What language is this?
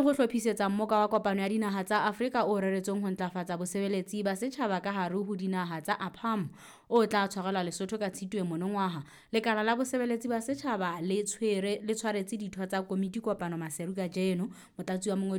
Southern Sotho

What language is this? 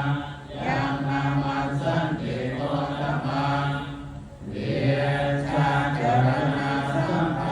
Pali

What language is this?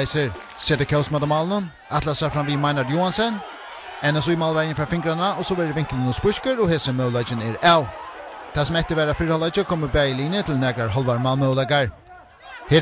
Faroese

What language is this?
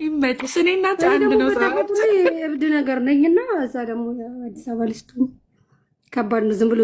Amharic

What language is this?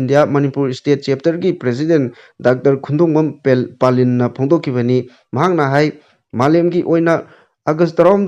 Manipuri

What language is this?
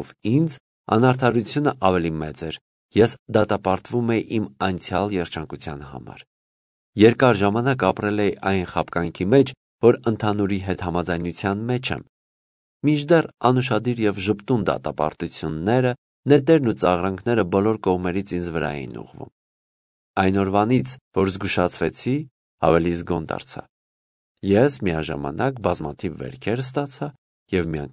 Armenian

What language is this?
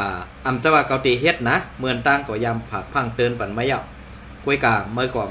Shan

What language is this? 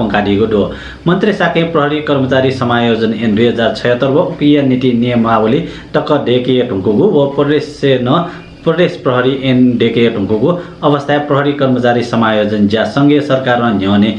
Newari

